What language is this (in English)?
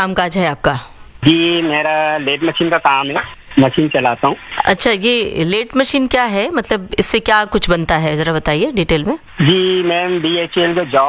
Hindi